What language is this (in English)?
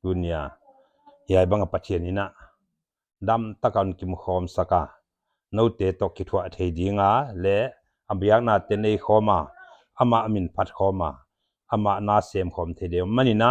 Paite Chin